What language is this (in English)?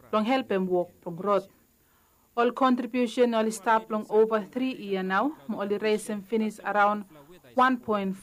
Bislama